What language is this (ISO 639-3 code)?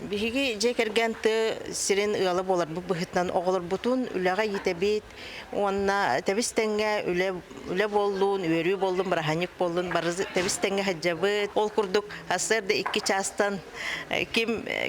sah